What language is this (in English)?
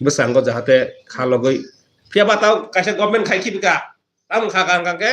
Kok Borok